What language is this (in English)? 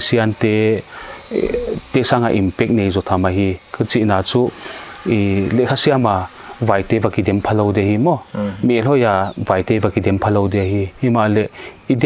Paite Chin